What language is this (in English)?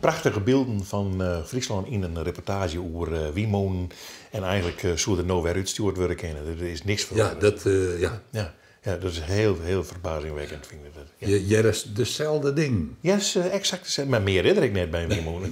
Western Frisian